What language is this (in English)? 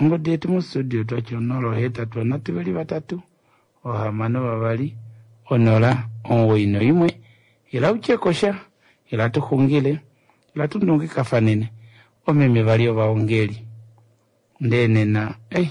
Kuanyama